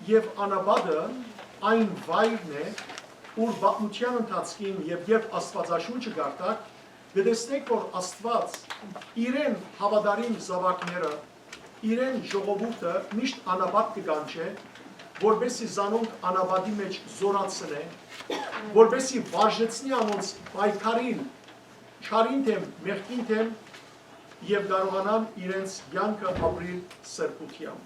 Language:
Western Armenian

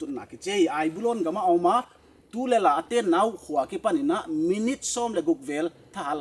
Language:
Paite Chin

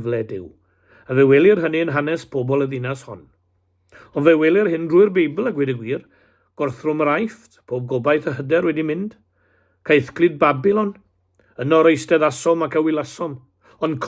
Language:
Welsh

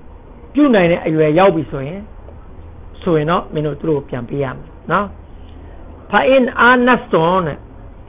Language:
Burmese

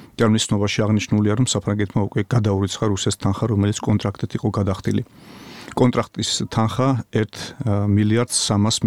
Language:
Georgian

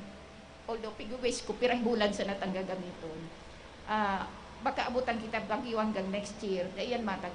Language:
Bikol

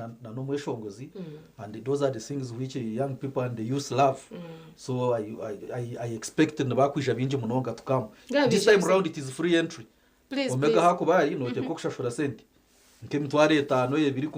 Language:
Nyankole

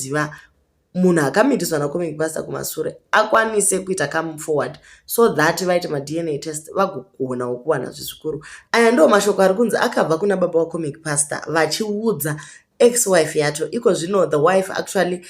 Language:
Shona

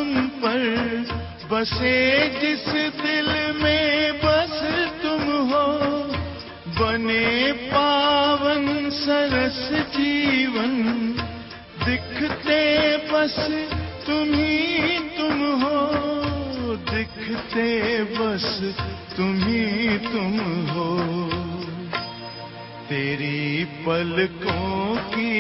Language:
Hindi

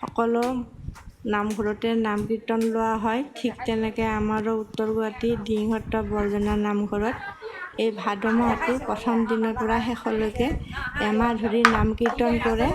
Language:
Assamese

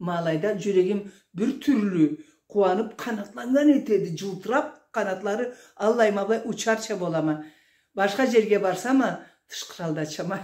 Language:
Karachay-Balkar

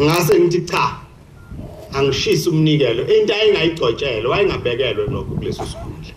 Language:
Zulu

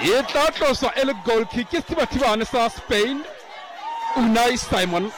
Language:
Southern Sotho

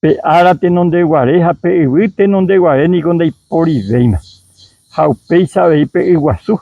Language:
Guarani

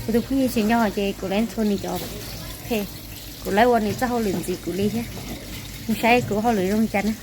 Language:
Hmong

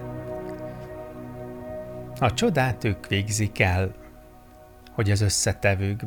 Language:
Hungarian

